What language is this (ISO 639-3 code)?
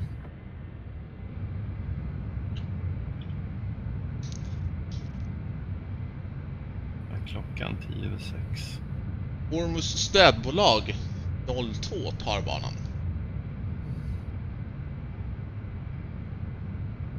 swe